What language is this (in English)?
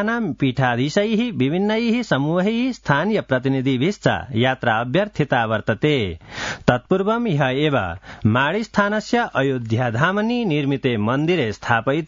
Sanskrit